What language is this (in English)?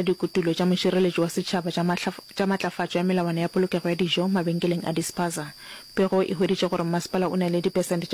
Northern Sotho